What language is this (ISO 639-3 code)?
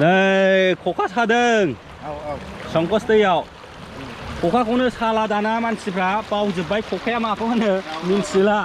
brx